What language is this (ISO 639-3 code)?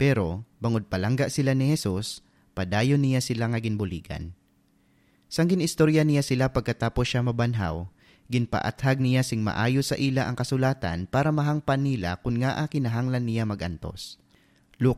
hil